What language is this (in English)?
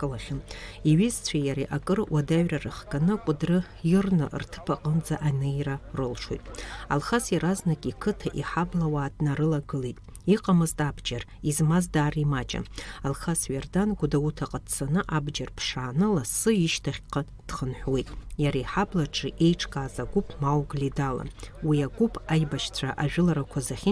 Abkhazian